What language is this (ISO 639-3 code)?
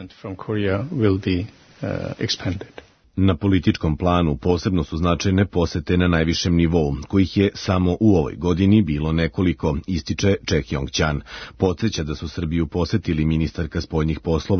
srp